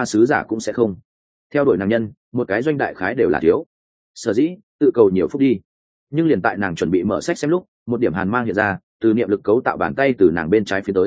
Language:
Vietnamese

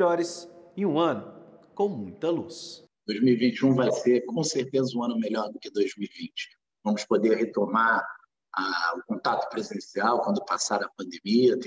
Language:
Portuguese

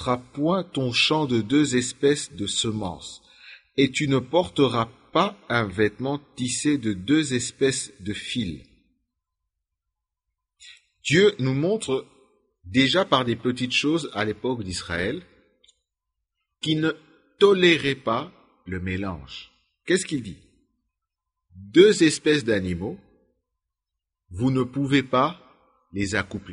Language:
French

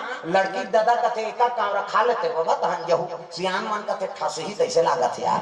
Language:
Chhattisgarhi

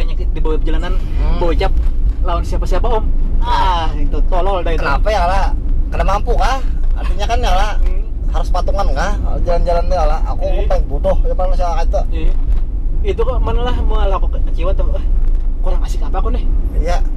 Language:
Banjar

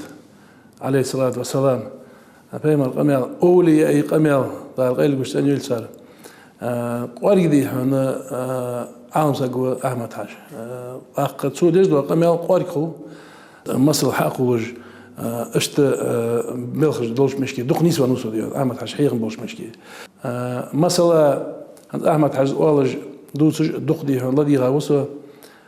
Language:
Ingush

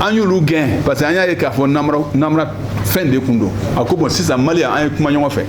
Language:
Bambara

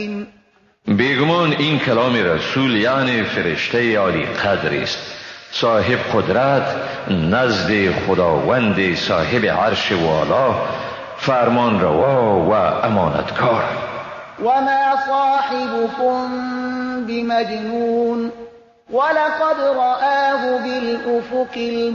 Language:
Persian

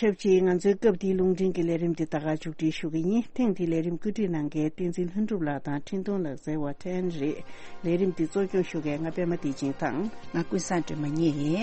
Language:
Tibetan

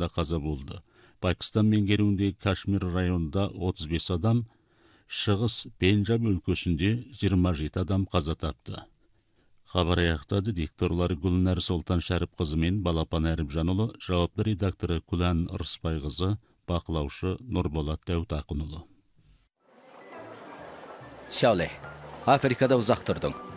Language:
Kazakh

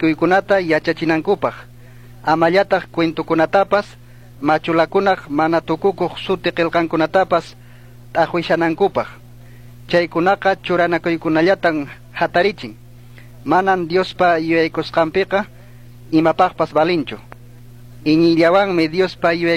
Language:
Chimborazo Highland Quichua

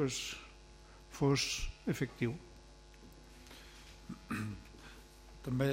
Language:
Catalan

